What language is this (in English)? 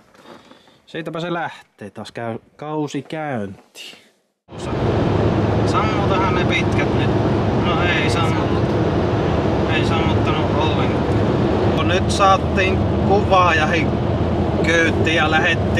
Finnish